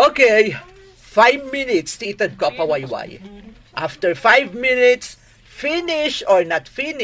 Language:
Iloko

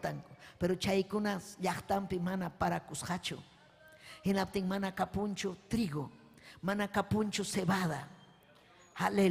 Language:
Ayacucho Quechua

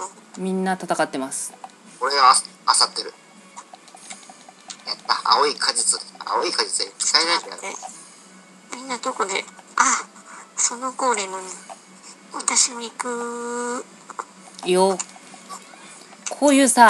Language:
Japanese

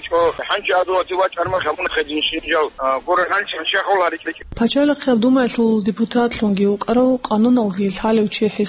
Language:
Avaric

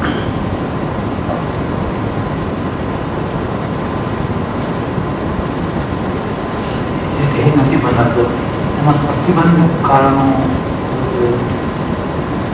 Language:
Gujarati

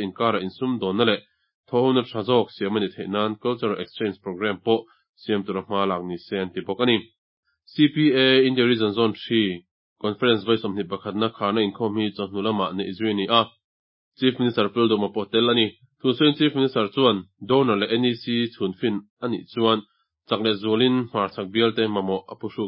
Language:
Mizo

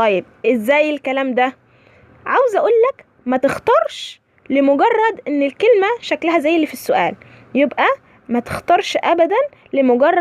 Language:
Egyptian Arabic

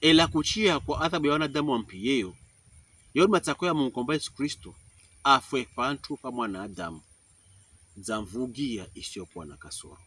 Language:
Pokomo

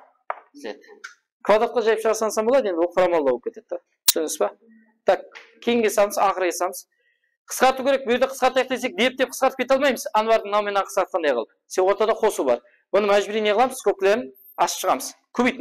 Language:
Kara-Kalpak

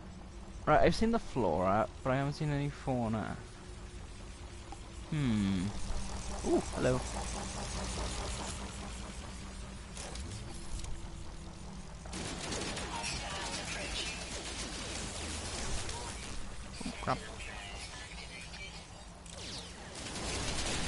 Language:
English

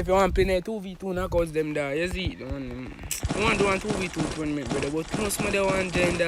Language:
Jamaican Creole English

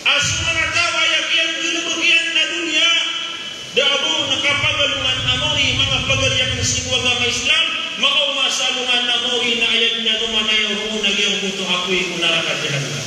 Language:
Maranao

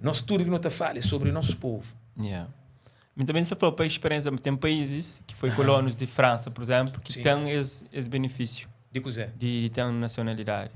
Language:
Kabuverdianu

